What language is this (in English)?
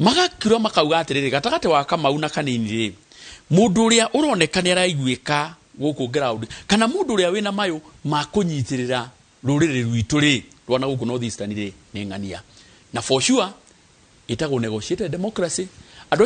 Kikuyu